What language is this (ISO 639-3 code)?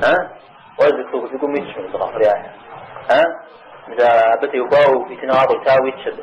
kbd